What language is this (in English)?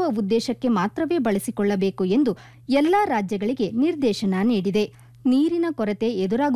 Kannada